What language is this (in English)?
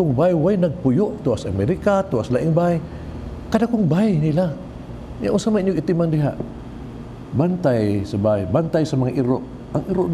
Cebuano